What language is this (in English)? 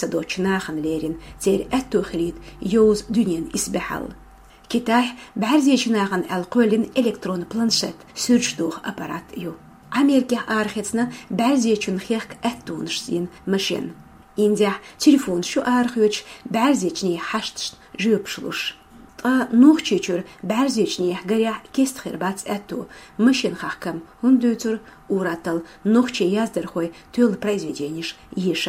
Chechen